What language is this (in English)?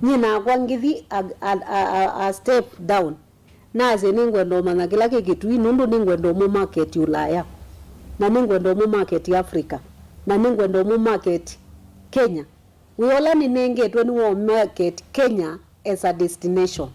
Kamba